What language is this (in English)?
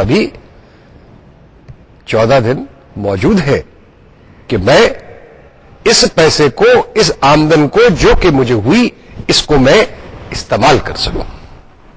Urdu